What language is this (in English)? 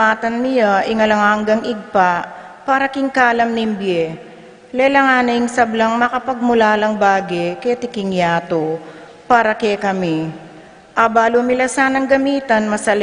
Pampanga